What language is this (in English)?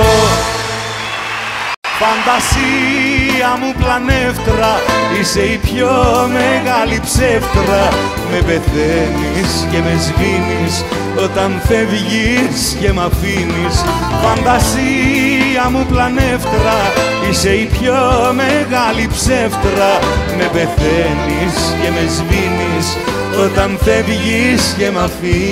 Greek